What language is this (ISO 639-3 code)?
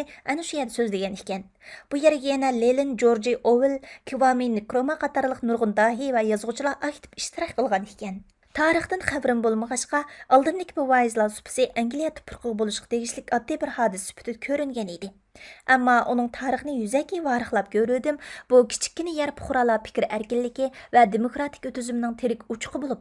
uig